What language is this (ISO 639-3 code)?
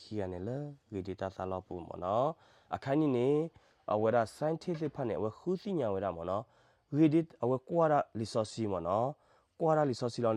ksw